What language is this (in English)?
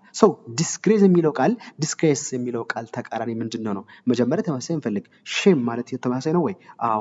Amharic